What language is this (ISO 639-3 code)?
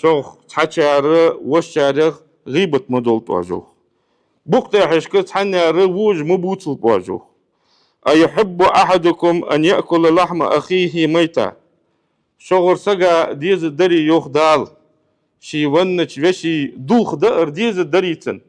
inh